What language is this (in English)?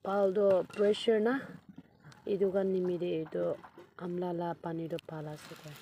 Naga Pidgin